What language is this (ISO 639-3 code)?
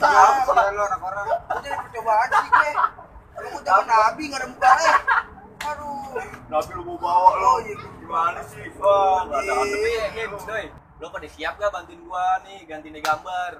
bew